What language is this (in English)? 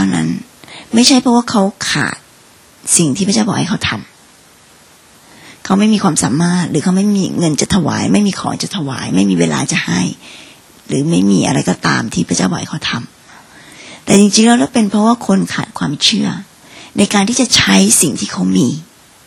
Thai